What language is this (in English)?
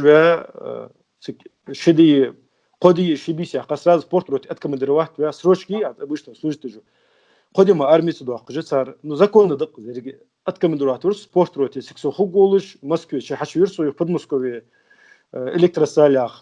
Ingush